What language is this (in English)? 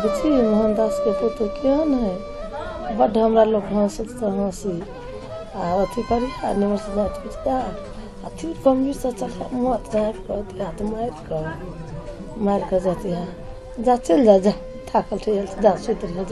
Maithili